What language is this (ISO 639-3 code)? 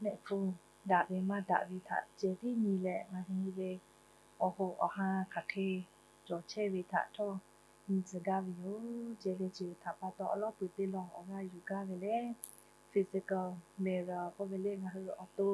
lhu